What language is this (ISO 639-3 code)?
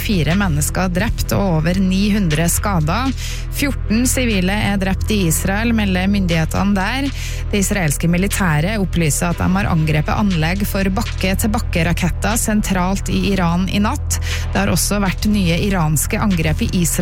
nor